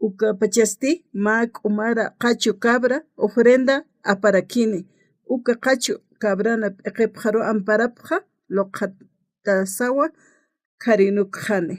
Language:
Aymara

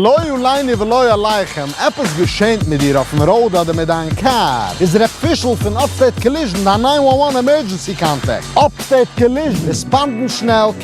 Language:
Yiddish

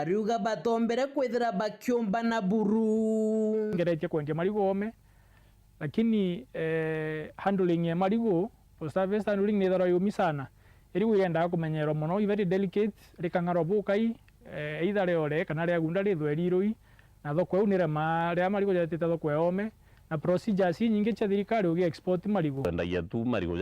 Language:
Meru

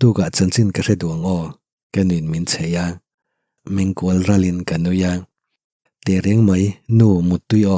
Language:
Mizo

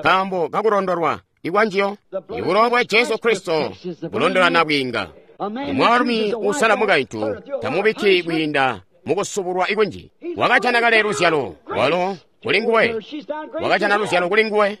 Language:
Tonga (Zambia)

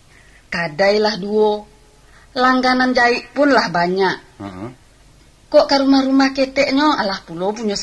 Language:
Minangkabau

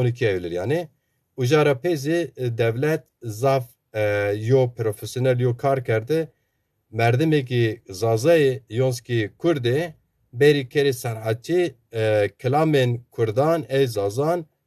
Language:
Zaza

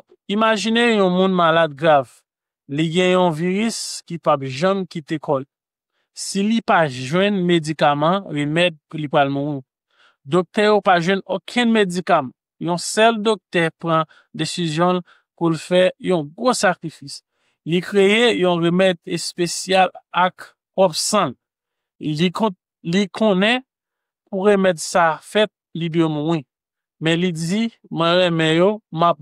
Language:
Haitian Creole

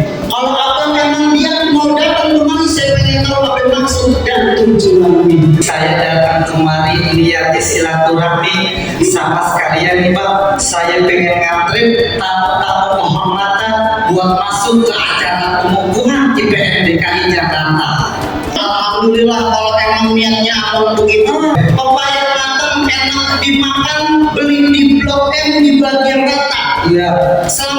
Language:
Betawi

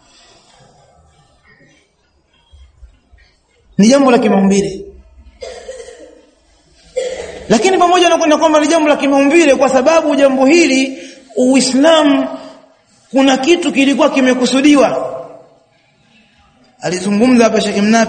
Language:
Swahili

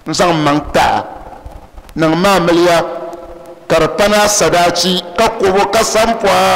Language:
Dagbani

